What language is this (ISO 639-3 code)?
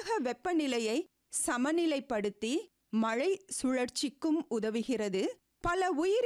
tam